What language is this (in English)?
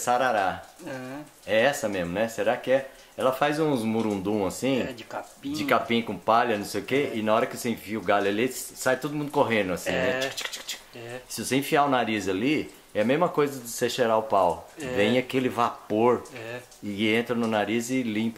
Portuguese